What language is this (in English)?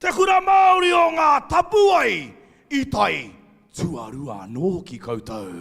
Māori